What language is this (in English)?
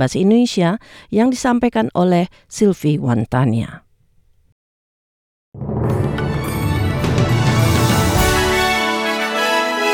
Indonesian